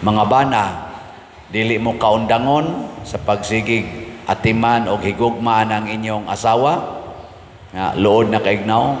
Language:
Cebuano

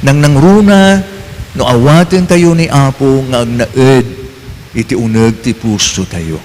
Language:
Iloko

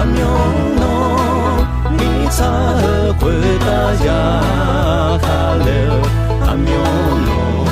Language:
Akha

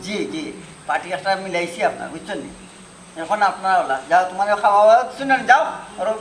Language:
Sylheti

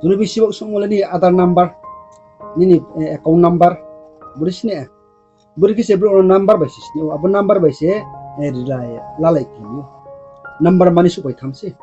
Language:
Riang (India)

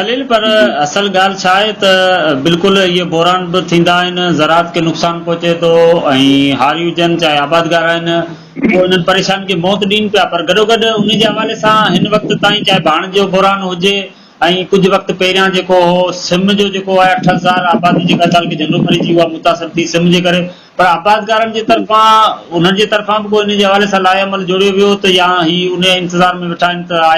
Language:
Sindhi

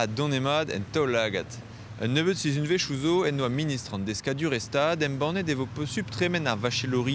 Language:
Breton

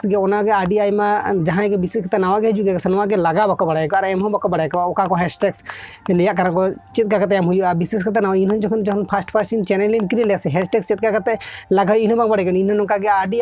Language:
Santali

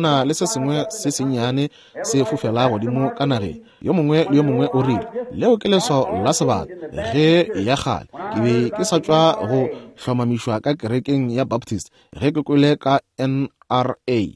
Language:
Northern Sotho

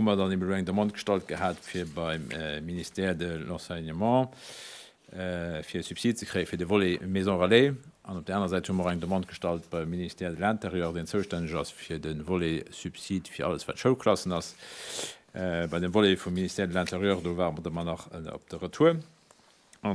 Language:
Luxembourgish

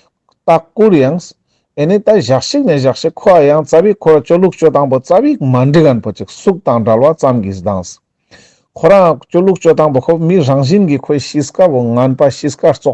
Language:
Ladakhi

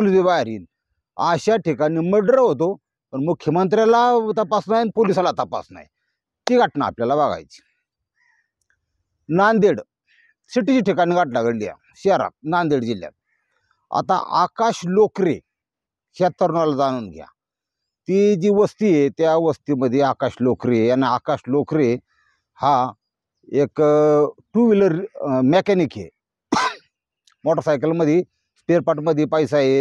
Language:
Marathi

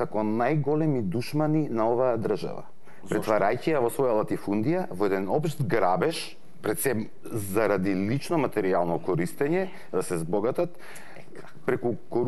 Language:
Macedonian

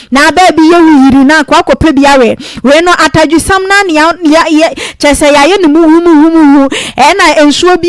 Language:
Akan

